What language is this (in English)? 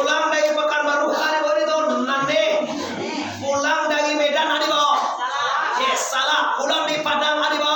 Minangkabau